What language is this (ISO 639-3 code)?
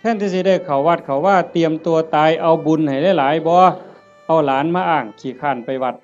tts